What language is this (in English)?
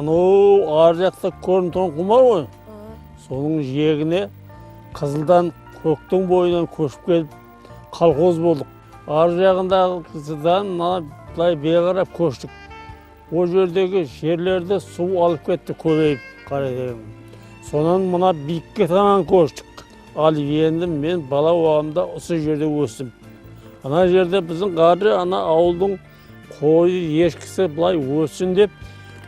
Kara-Kalpak